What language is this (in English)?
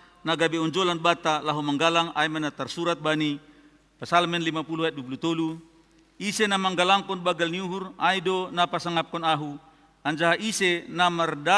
Batak Simalungun